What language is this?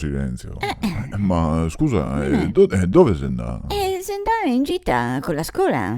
Venetian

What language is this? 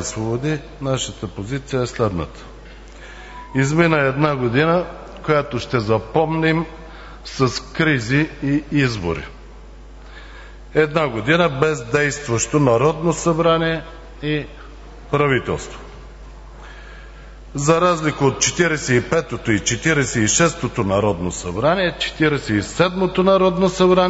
Bulgarian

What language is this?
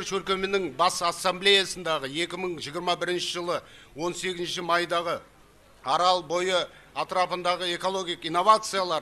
Kara-Kalpak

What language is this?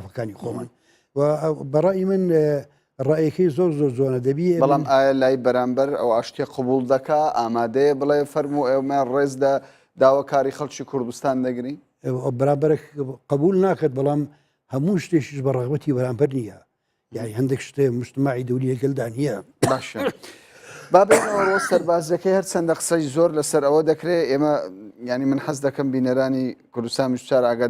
Central Kurdish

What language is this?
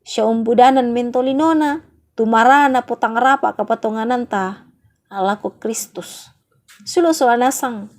Toraja-Sa'dan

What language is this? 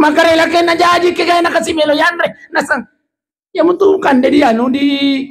Buginese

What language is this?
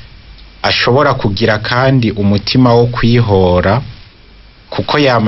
Rundi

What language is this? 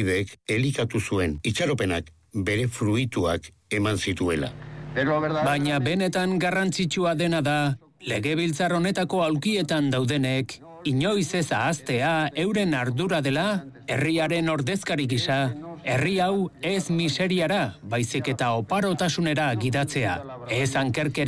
Basque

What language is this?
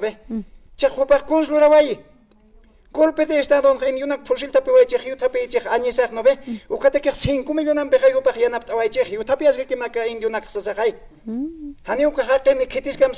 Aymara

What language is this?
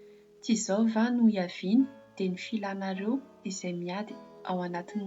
Malagasy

